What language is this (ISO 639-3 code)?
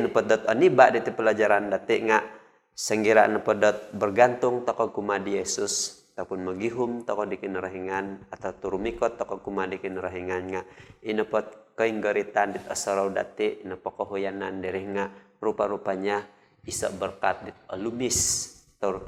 dtp